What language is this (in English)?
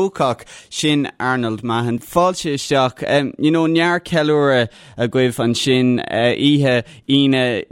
Irish